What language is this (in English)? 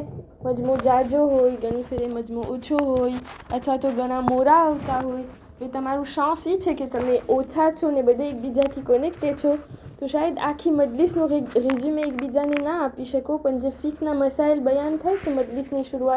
Gujarati